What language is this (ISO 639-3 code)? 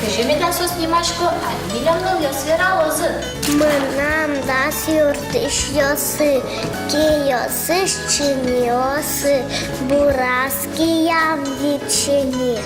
udm